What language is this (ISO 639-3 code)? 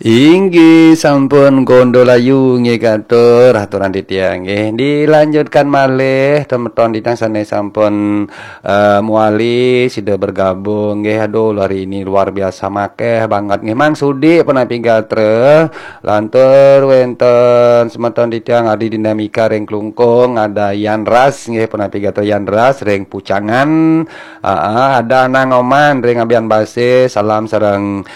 ban